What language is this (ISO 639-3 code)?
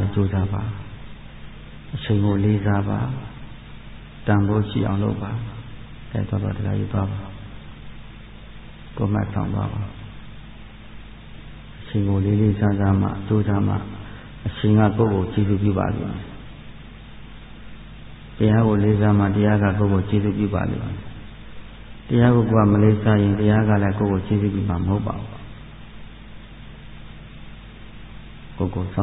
mya